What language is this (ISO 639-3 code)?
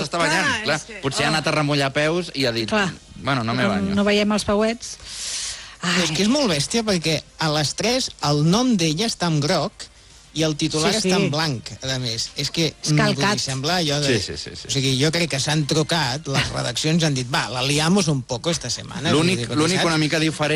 cat